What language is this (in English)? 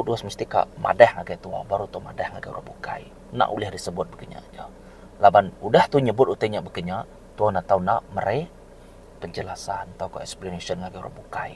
Iban